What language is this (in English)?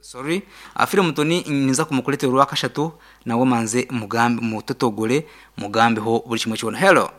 Nyankole